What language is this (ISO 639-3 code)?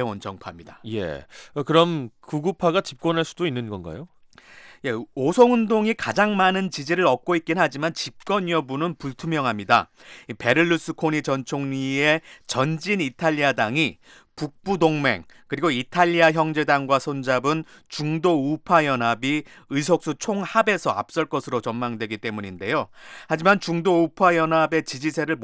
kor